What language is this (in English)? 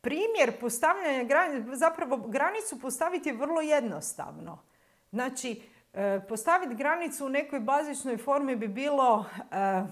Croatian